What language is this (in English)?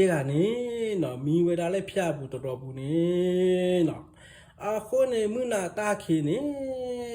S'gaw Karen